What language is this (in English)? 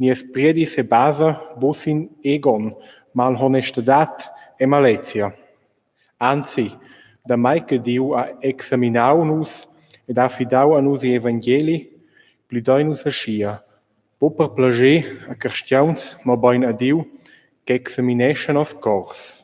Romansh